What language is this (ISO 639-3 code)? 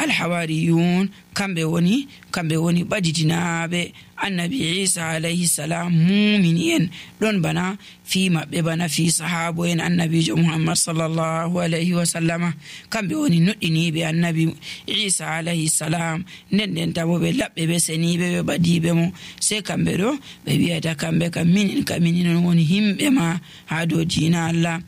fuv